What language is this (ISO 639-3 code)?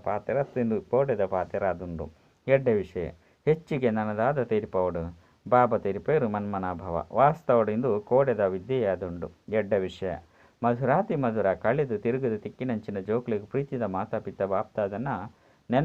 tcy